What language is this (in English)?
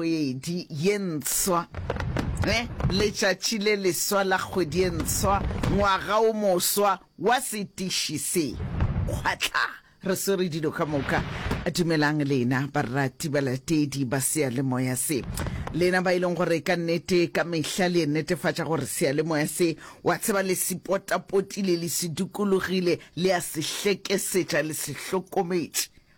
Northern Sotho